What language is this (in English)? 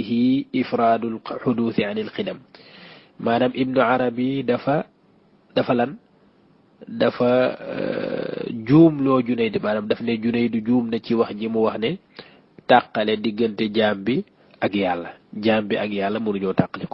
Wolof